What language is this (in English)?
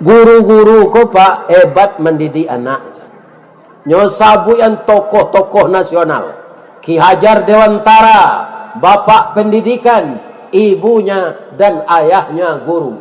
Minangkabau